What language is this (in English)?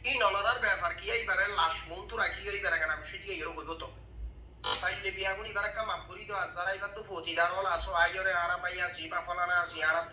Rohingya